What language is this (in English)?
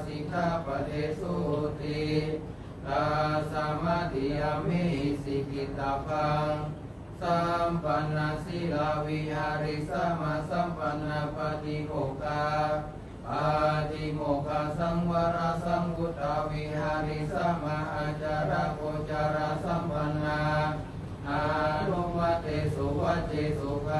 Pali